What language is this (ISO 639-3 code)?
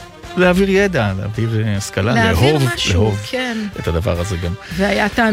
heb